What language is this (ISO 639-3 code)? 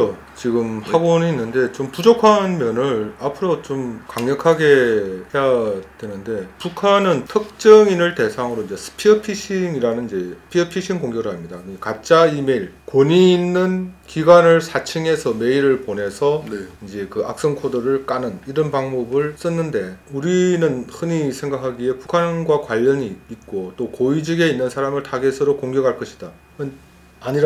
kor